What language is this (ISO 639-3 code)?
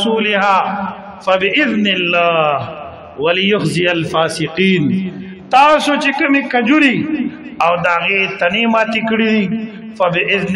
pus